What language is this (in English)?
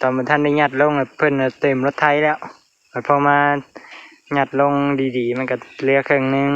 Northeastern Thai